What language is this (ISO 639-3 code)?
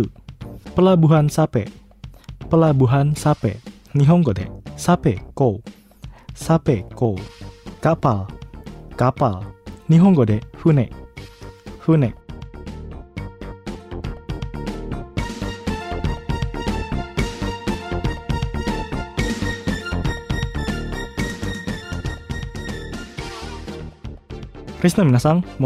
jpn